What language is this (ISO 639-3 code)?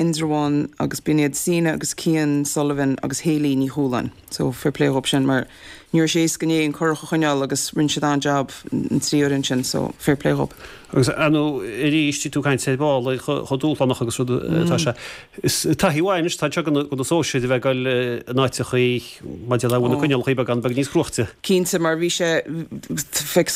gle